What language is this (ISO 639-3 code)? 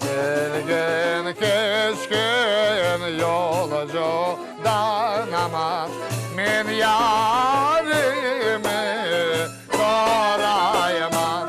crh